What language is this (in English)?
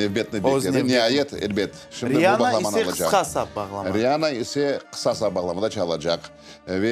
Crimean Tatar